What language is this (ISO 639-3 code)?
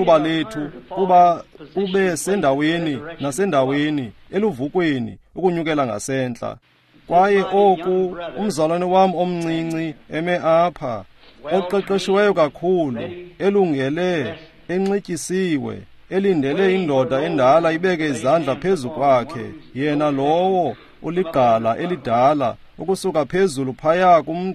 xho